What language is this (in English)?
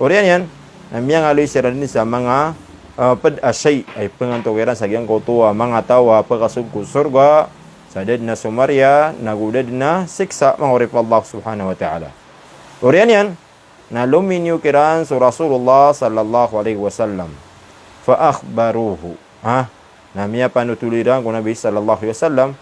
Maranao